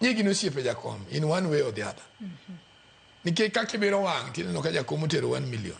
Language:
Luo (Kenya and Tanzania)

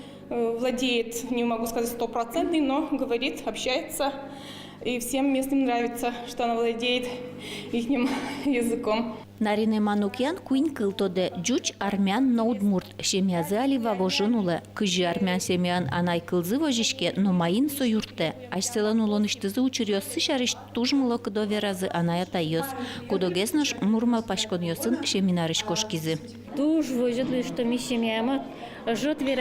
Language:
Udmurt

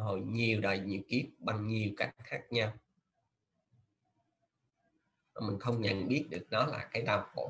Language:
Vietnamese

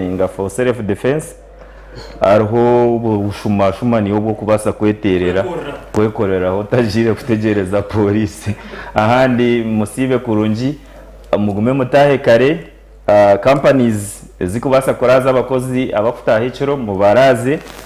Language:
Nyankole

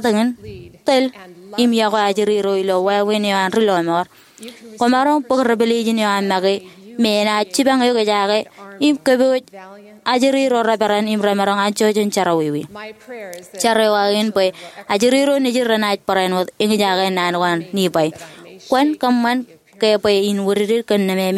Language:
Marshallese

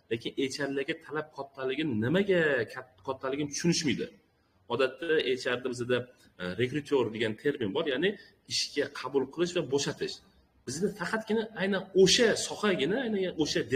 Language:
Uzbek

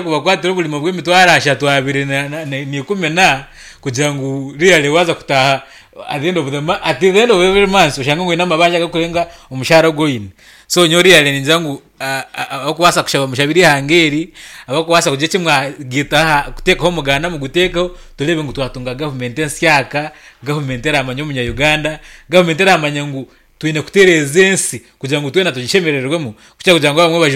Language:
Nyankole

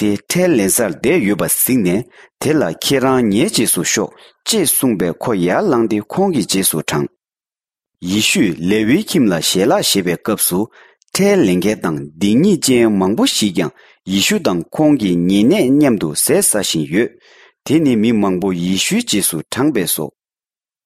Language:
Tibetan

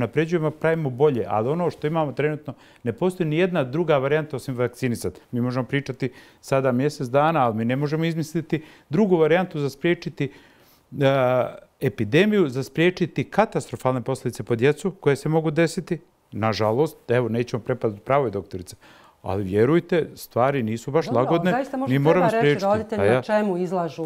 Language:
Bosnian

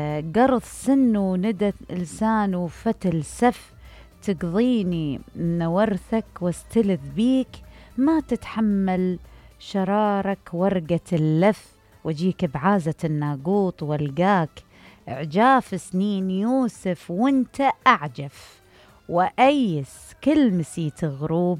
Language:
Mesopotamian Arabic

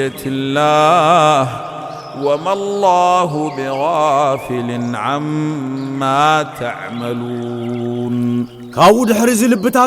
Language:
Tigrinya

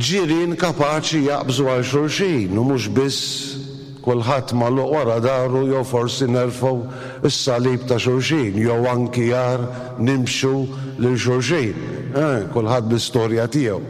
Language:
Maltese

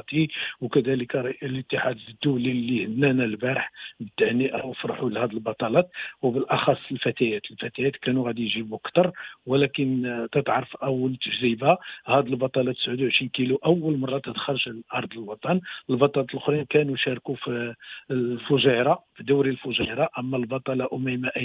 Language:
Moroccan Arabic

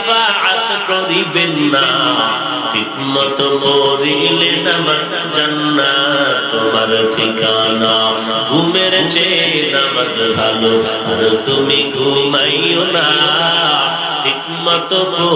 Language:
Bangla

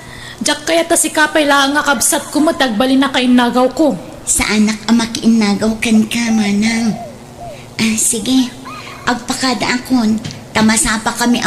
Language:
Iloko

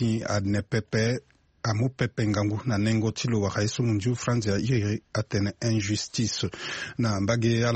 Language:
Sango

